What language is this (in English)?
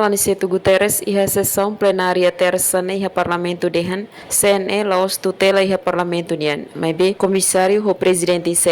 Tetum